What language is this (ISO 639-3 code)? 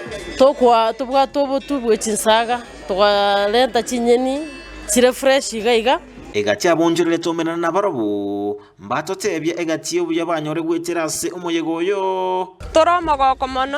guz